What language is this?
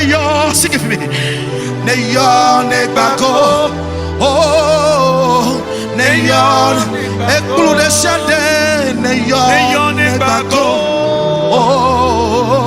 Ewe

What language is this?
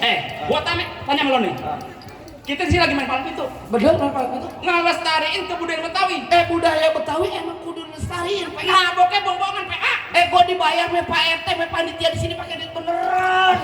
Betawi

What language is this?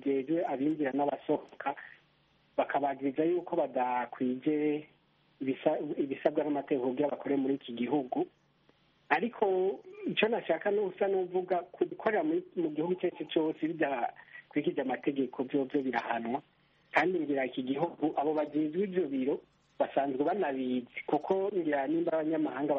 Kinyarwanda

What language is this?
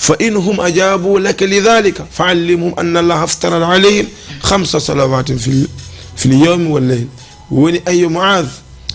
Fula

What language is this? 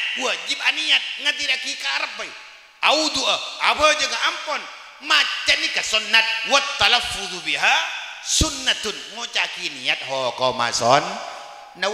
Madurese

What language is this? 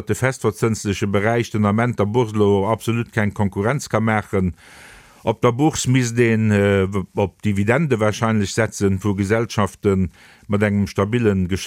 Luxembourgish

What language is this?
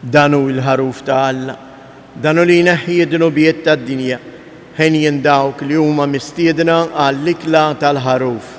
Maltese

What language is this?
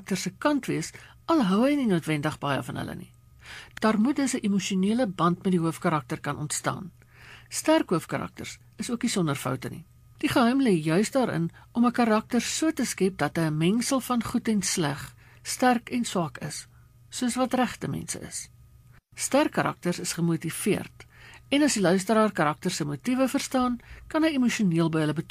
Afrikaans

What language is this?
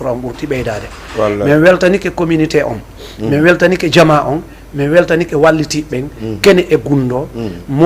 Fula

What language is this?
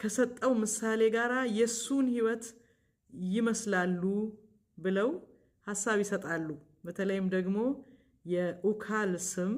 Amharic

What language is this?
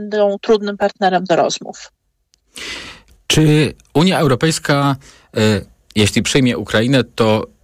Polish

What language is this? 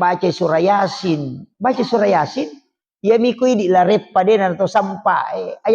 Buginese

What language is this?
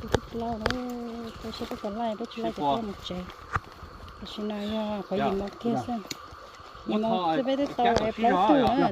Hmong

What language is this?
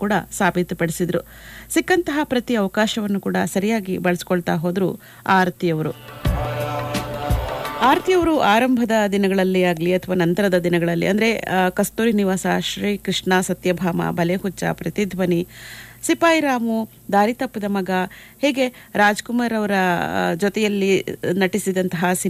Kannada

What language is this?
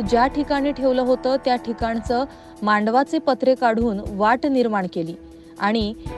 Marathi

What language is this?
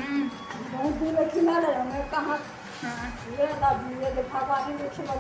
Chhattisgarhi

